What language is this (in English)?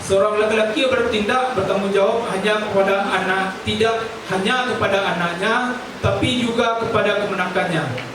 Minangkabau